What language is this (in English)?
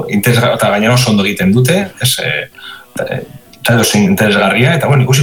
Basque